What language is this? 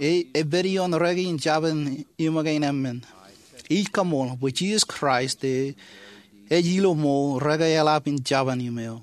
Marshallese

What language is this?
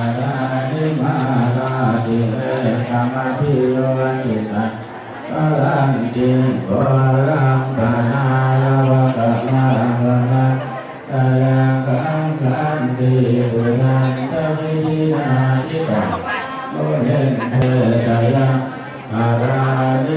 Pali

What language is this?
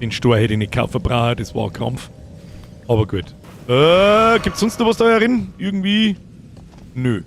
Bavarian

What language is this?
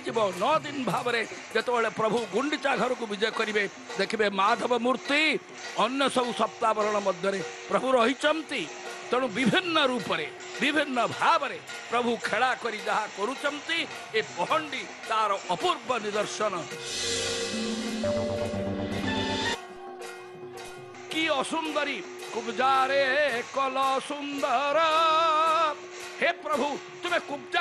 Odia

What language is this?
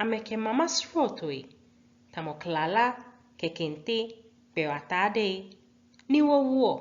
Ga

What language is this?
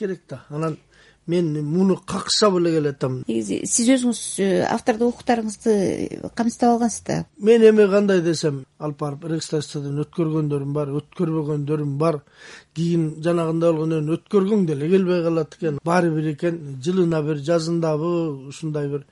Kyrgyz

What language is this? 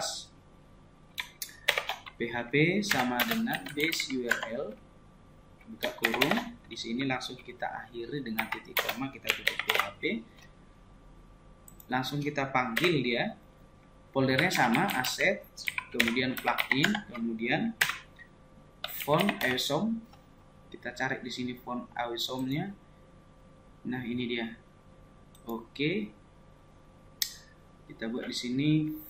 Indonesian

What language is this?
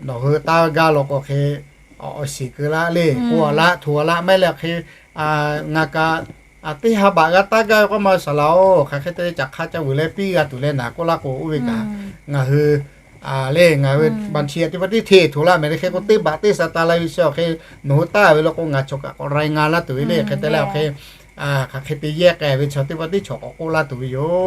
Lahu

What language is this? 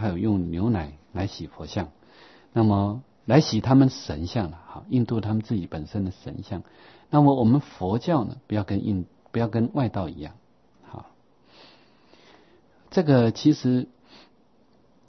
Chinese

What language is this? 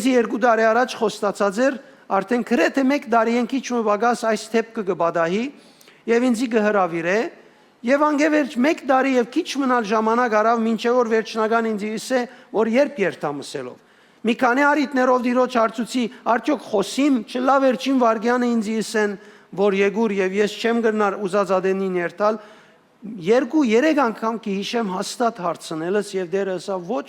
Western Armenian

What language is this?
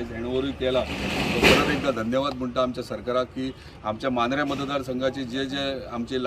Konkani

